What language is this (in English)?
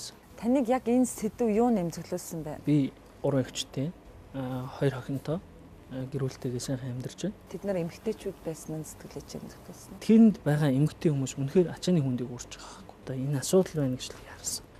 Mongolian